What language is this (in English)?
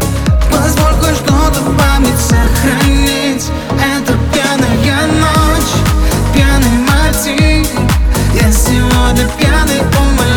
Russian